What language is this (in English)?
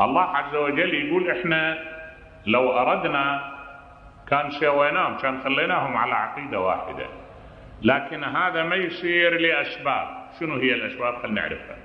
Mesopotamian Arabic